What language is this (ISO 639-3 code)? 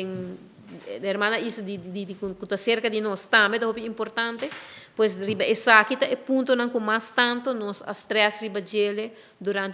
pap